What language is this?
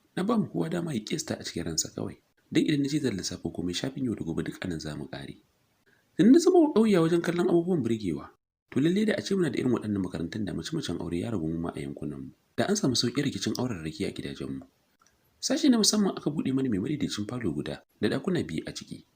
Hausa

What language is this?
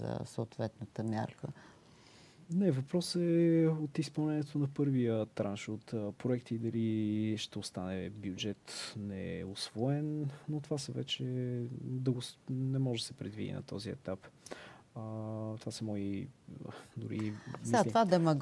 Bulgarian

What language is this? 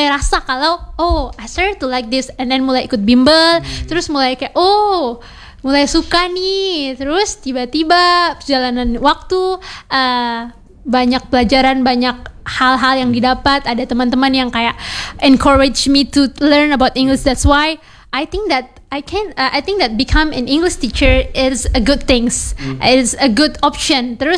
Indonesian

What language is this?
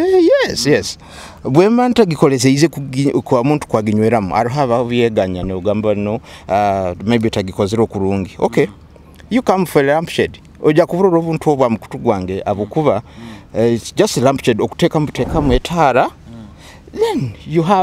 Nyoro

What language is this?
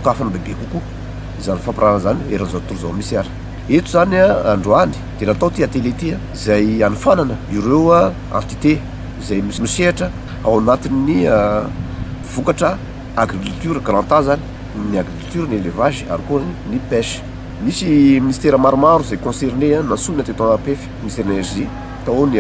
Malagasy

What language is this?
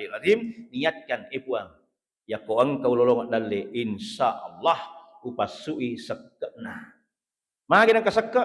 Buginese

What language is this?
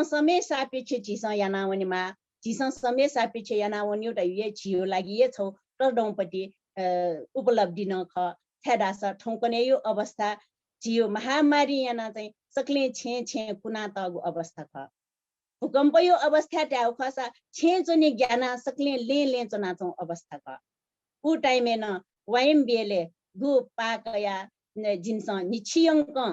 Newari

